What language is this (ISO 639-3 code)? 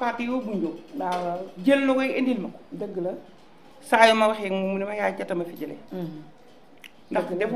wol